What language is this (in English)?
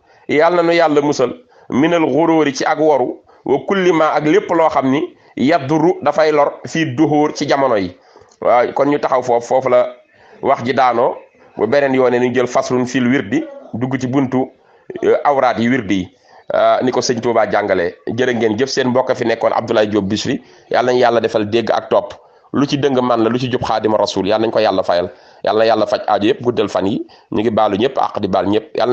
Wolof